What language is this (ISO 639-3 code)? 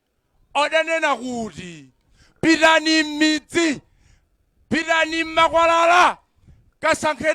nya